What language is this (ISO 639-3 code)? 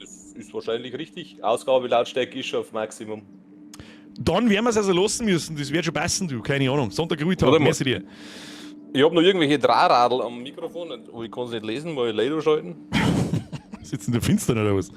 bar